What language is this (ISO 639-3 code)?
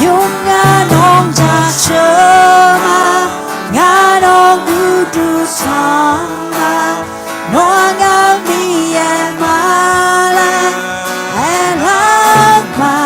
ahk